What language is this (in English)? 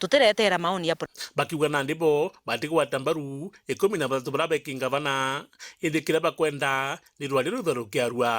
Meru